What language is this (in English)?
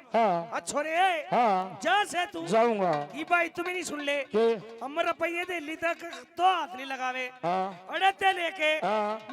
Haryanvi